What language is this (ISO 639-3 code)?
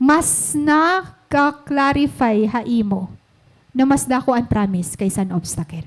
war